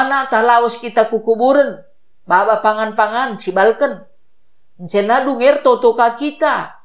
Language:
Batak Karo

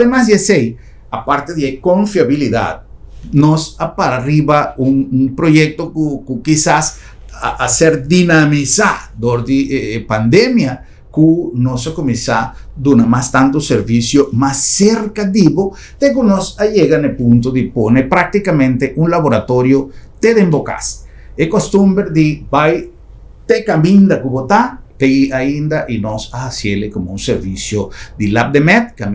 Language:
Papiamento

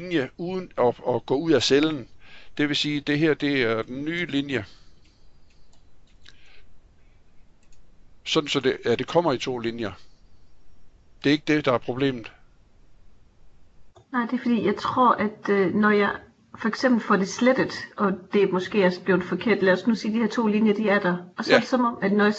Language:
Danish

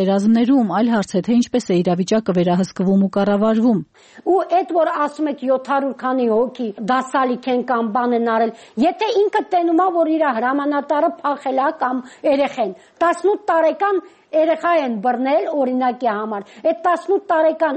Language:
Armenian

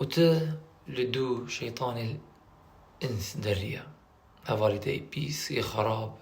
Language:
Kurdish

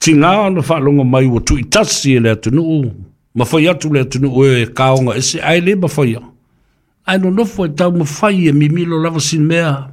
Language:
Samoan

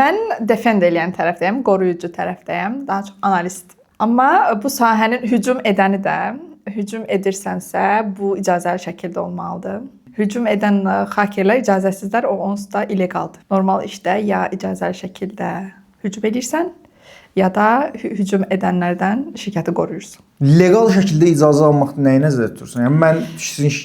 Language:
Azerbaijani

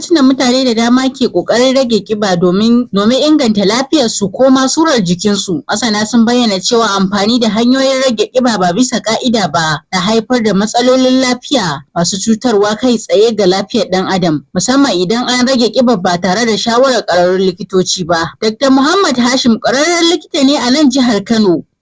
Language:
Hausa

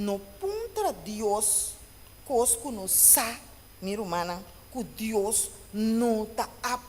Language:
Papiamento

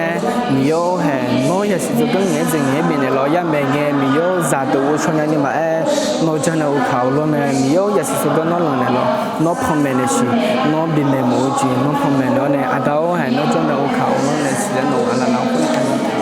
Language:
Akha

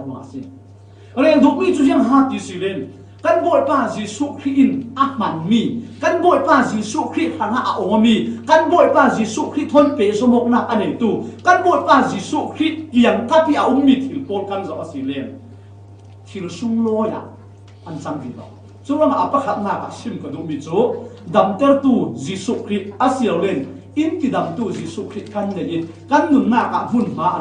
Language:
Falam Chin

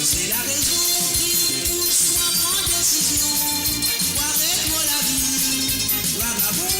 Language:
Morisyen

